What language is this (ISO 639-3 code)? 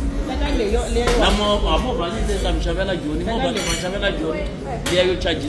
tso